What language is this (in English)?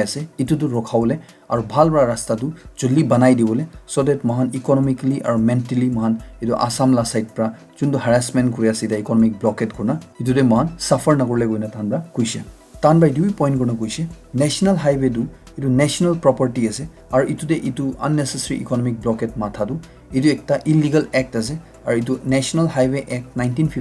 Naga Pidgin